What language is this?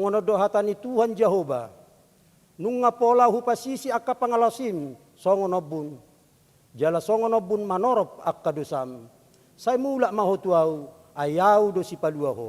Batak Toba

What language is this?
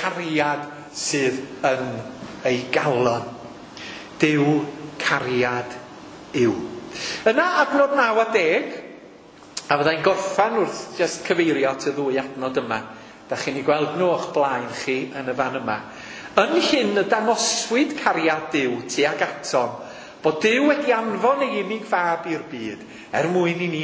Welsh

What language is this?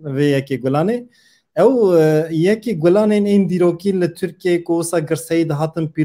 Kurdish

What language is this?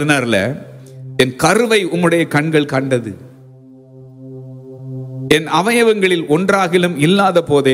Tamil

